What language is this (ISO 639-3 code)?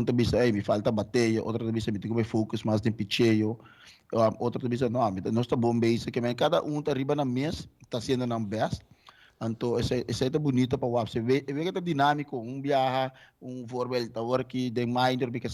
pap